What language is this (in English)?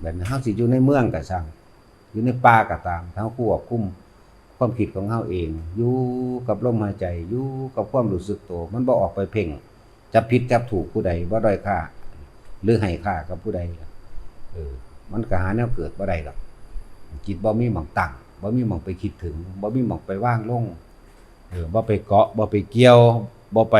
Northeastern Thai